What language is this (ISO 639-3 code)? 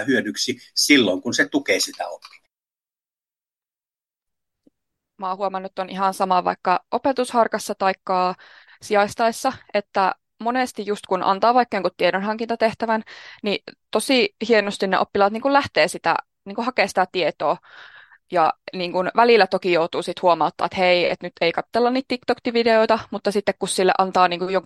fin